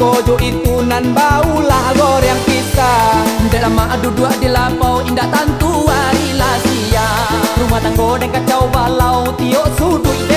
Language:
Minangkabau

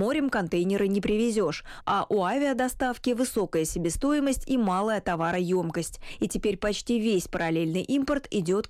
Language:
Russian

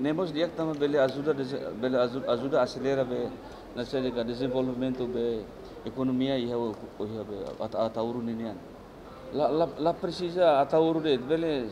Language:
Tetum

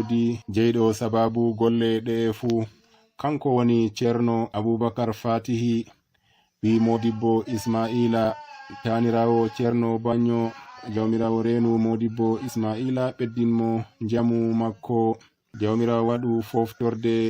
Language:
Nigerian Fulfulde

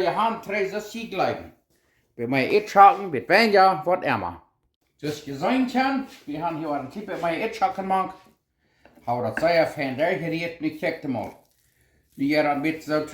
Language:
Plautdietsch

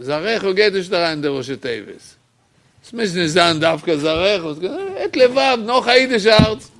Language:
Yiddish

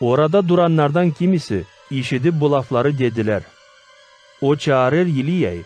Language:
Gagauz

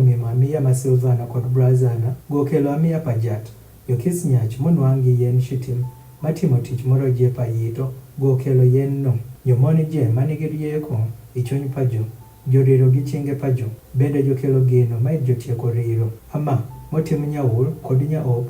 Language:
Adhola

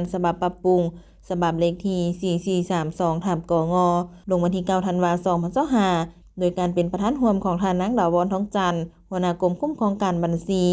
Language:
Lao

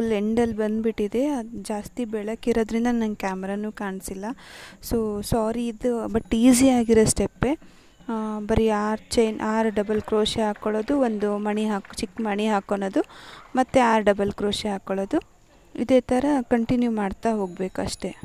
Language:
Kannada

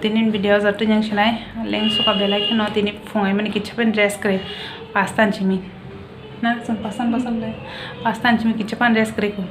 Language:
Kok Borok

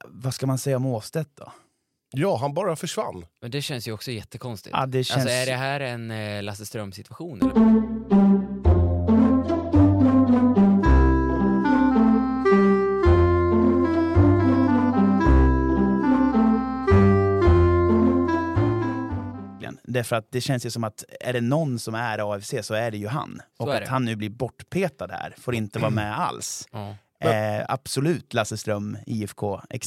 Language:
Swedish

